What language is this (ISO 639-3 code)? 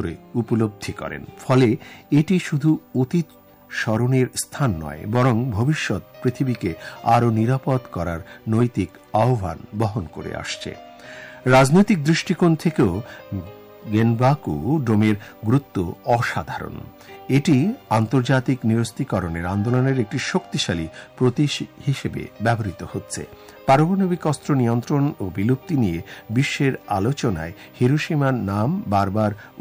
ben